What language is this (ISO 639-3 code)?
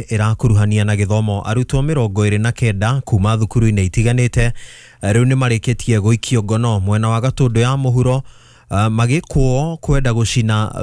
kik